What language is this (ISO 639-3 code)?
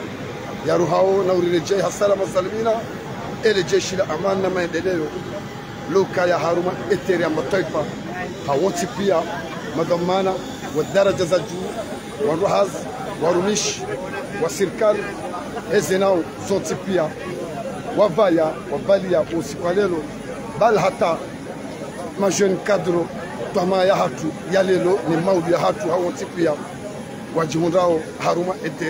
swa